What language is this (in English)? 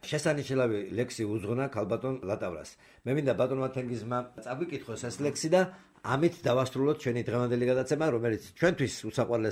Georgian